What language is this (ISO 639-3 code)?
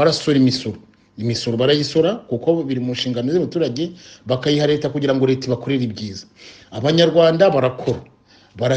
kin